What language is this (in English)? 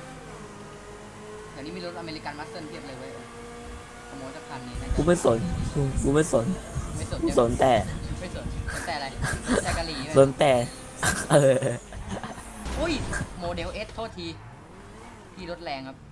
Thai